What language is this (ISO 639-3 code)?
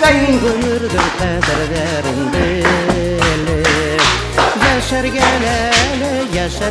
bak